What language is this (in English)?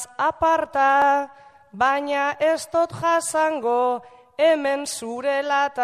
Basque